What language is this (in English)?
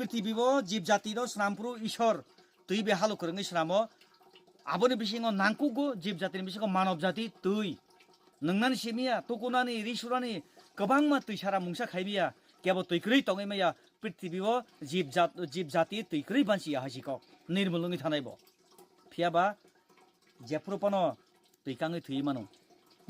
Kok Borok